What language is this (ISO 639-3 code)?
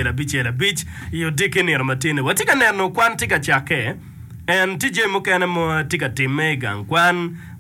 ach